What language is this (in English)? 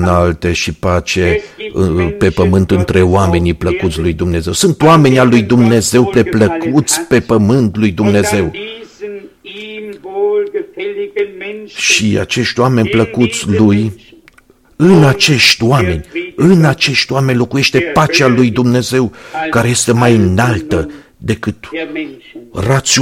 Romanian